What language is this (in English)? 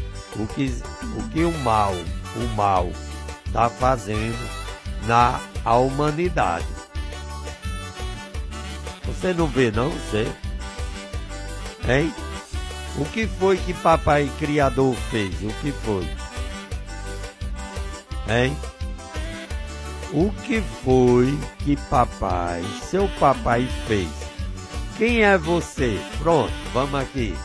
Portuguese